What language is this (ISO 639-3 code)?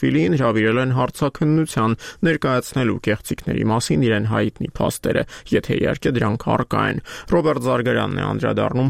hye